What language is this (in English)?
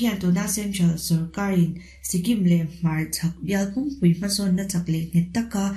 Mizo